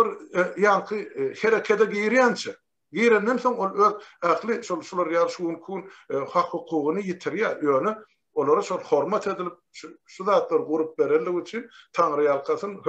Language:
Turkmen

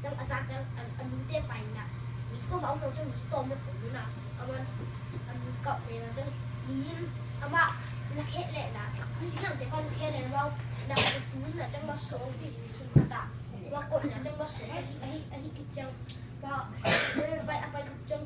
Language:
Tedim Chin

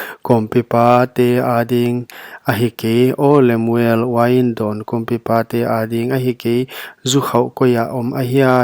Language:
Paite Chin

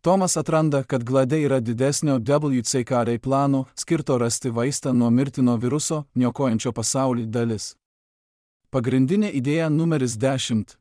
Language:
Lithuanian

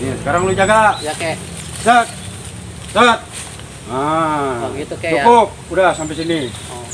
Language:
Betawi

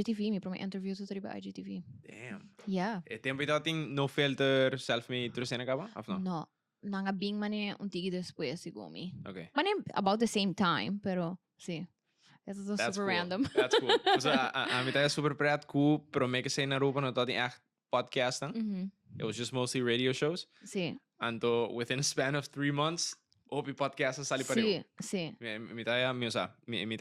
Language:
Papiamento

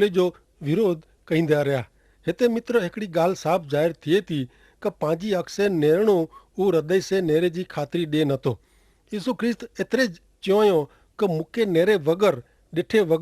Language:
Kachhi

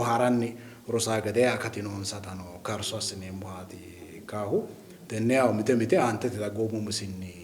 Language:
Sidamo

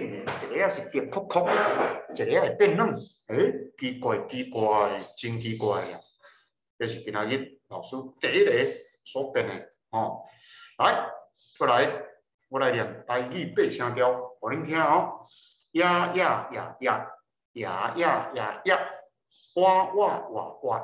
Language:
Min Nan Chinese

